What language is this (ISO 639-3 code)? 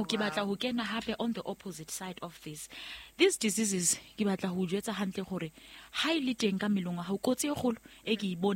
sot